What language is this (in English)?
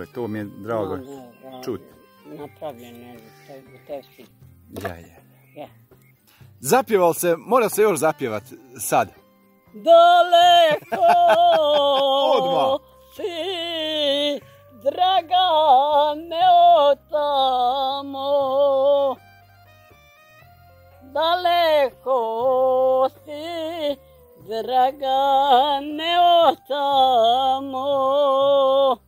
Bosnian